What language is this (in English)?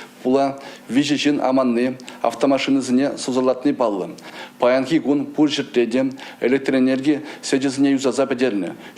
Chuvash